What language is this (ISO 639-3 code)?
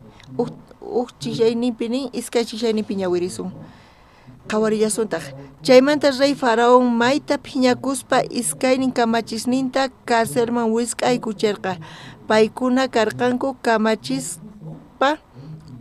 quh